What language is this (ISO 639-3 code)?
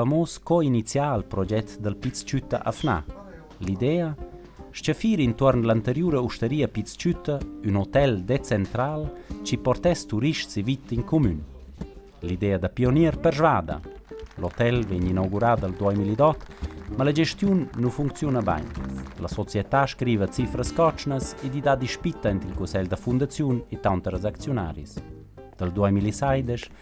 roh